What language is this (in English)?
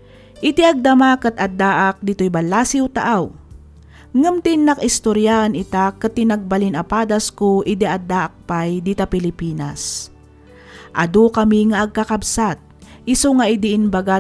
Iloko